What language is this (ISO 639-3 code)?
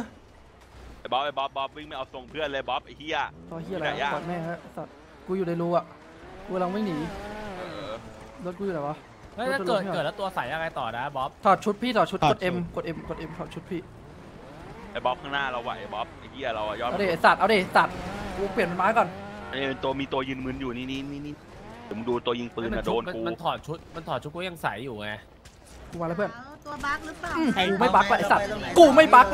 tha